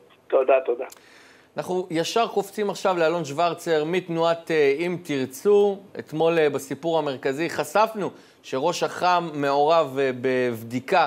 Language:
Hebrew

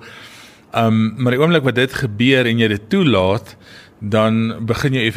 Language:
Afrikaans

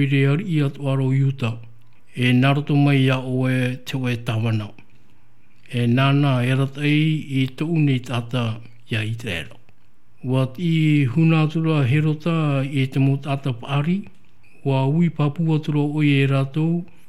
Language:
Tahitian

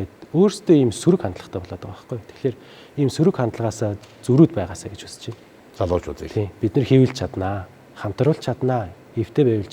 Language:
Mongolian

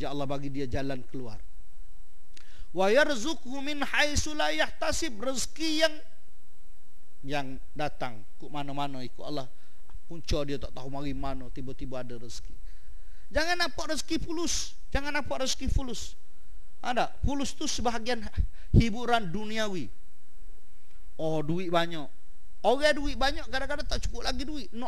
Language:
Malay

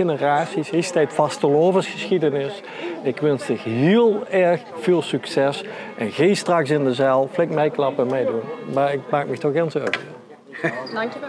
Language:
Limburgish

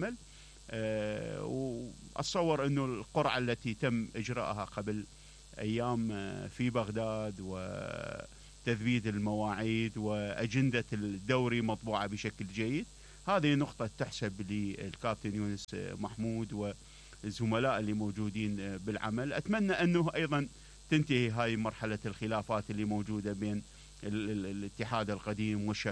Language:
Mesopotamian Arabic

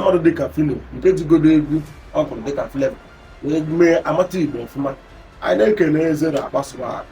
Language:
Igbo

